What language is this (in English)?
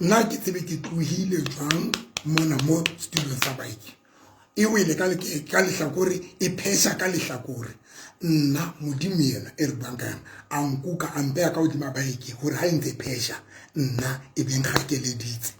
Southern Sotho